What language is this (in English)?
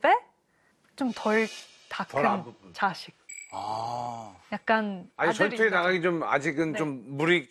Korean